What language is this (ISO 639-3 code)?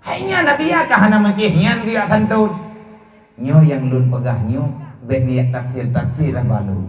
ace